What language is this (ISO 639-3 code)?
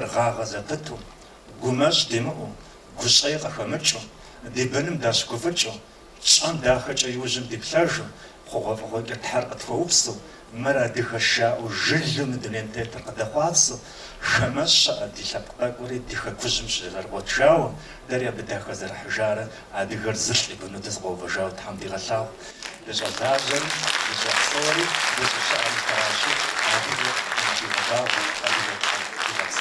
kbd